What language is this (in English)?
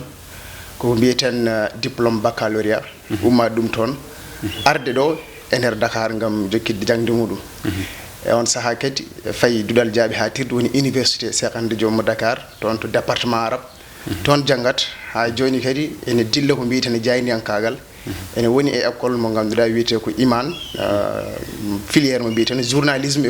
Fula